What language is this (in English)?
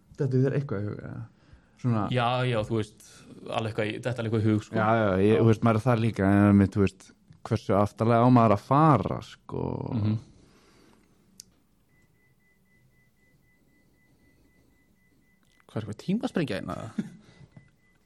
Icelandic